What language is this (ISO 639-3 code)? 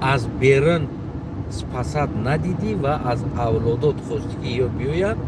tgk